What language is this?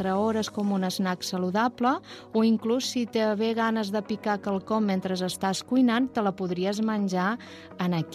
Catalan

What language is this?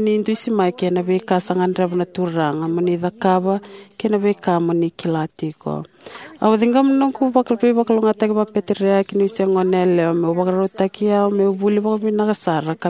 Fijian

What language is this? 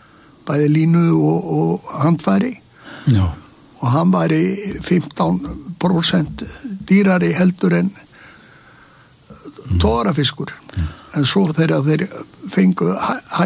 Icelandic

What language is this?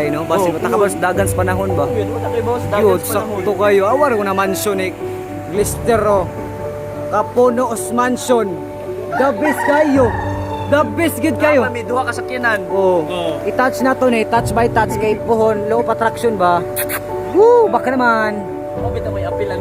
Cebuano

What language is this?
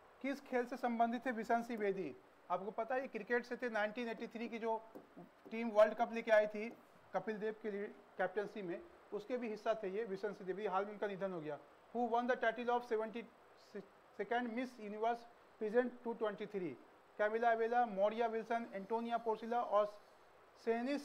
Hindi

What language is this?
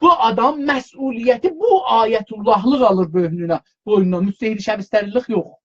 South Azerbaijani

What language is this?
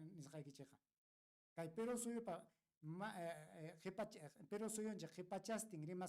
Ayacucho Quechua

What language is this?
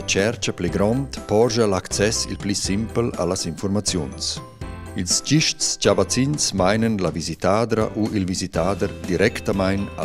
Romansh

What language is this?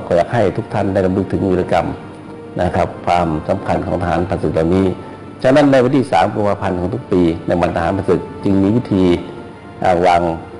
Thai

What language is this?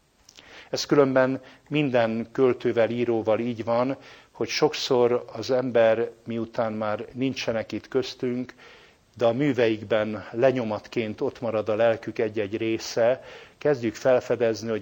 Hungarian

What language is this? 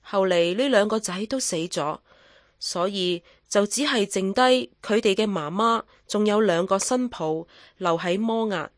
Cantonese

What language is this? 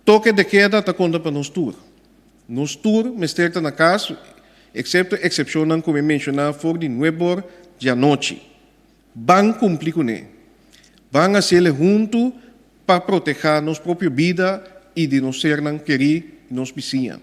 Papiamento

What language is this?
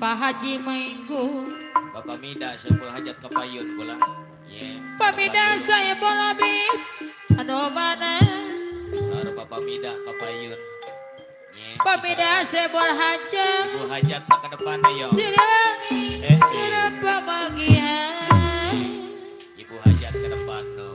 Betawi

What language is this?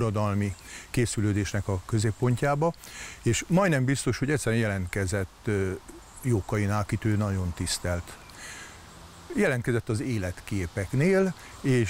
Hungarian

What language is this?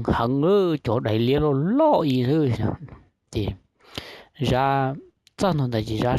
Hmong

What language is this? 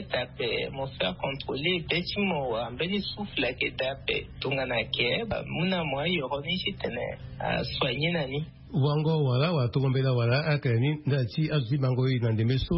Sango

